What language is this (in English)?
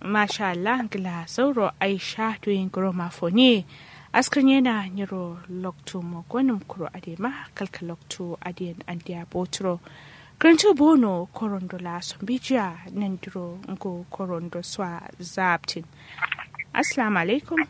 Kanuri